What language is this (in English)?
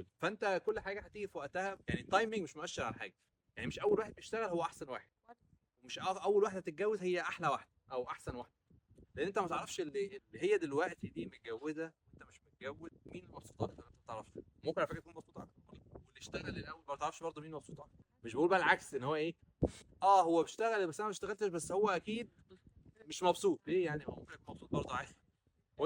Egyptian Arabic